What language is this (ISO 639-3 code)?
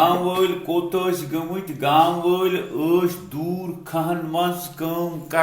kas